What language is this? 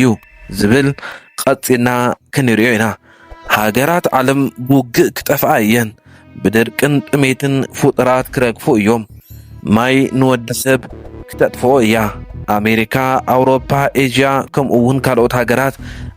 Tigrinya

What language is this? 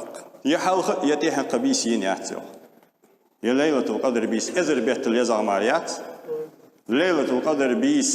Ingush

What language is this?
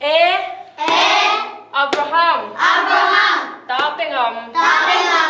Tedim Chin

